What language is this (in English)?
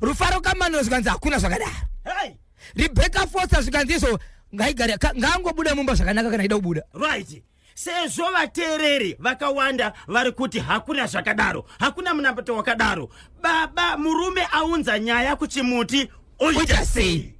Shona